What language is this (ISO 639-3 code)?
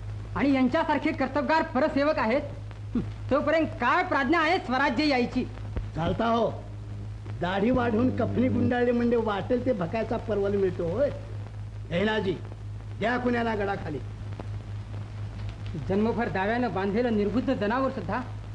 mar